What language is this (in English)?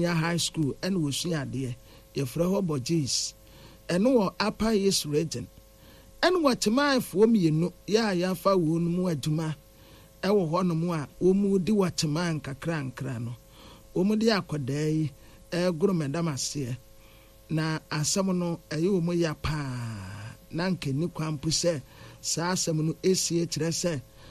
Akan